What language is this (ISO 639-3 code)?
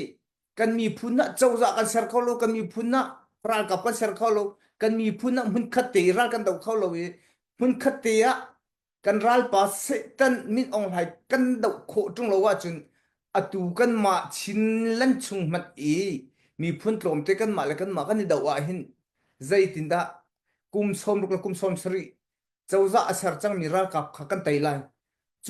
cnh